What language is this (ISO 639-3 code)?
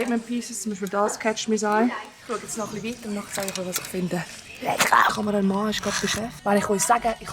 gsw